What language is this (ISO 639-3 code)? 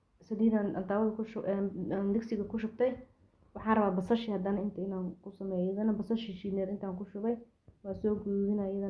som